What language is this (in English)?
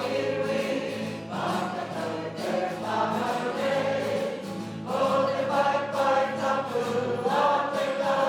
Māori